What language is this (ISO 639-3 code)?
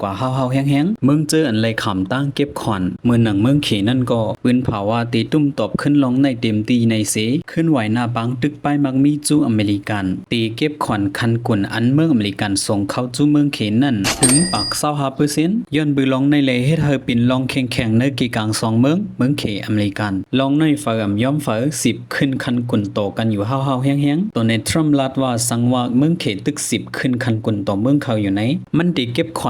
shn